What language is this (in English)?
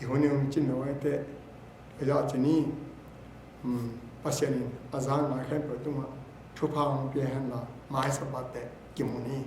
Tedim Chin